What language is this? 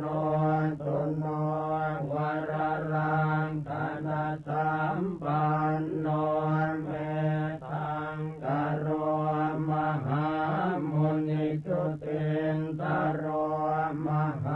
Pali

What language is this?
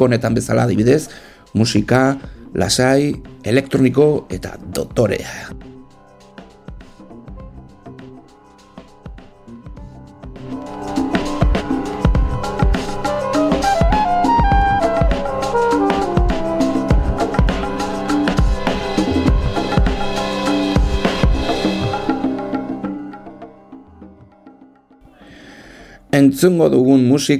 Basque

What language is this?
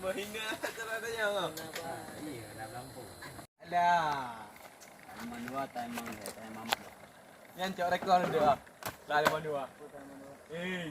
Achinese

